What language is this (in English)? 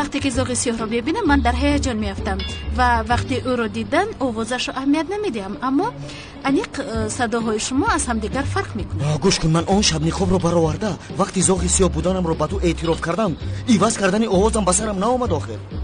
Tajik